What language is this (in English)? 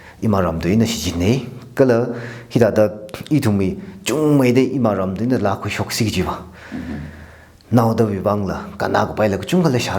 Tangkhul Naga (India)